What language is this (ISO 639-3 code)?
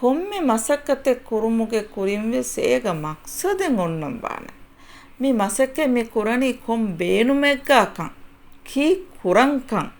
div